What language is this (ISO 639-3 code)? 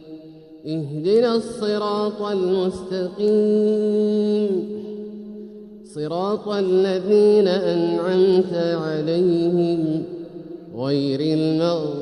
ara